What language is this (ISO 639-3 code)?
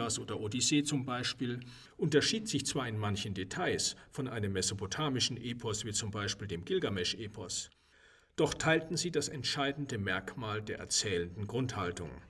deu